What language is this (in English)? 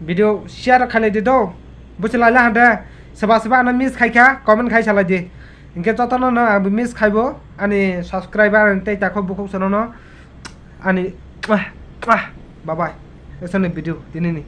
Kok Borok